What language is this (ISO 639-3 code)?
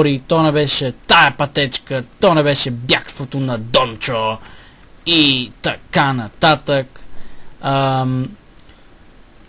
bul